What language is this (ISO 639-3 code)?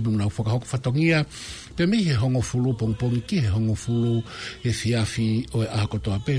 ton